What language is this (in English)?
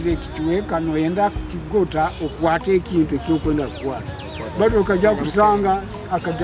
Nyoro